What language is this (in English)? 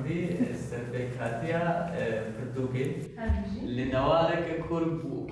Kurdish